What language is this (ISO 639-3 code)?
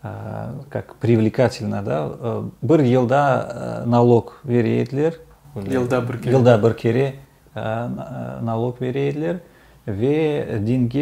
crh